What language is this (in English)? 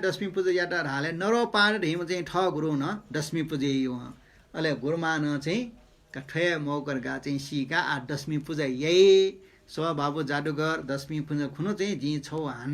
Newari